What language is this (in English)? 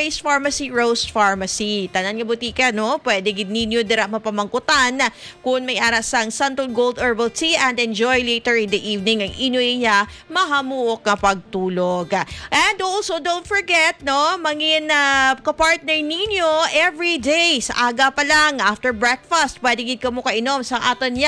Hiligaynon